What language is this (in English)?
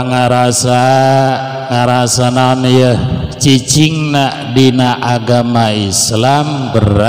Sundanese